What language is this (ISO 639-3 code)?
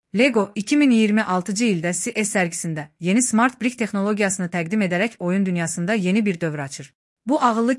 aze